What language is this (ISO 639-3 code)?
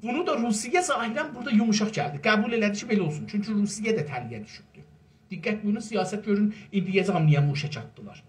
azb